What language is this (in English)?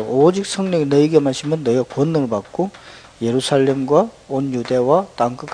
Korean